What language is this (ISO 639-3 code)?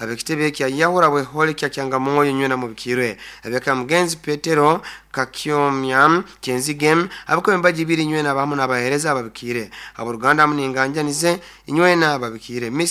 nyo